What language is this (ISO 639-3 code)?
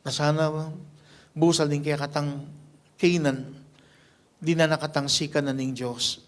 pam